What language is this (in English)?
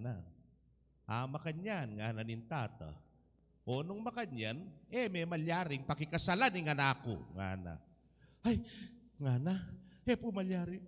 Pampanga